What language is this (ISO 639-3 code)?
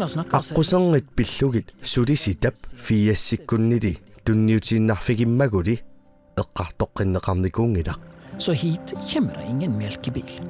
kal